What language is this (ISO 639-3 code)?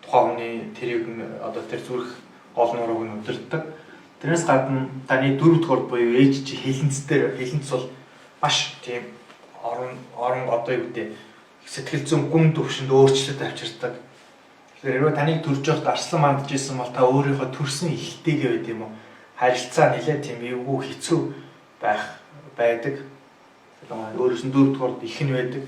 mon